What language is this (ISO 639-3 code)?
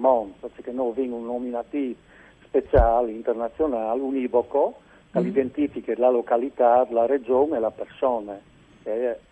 fur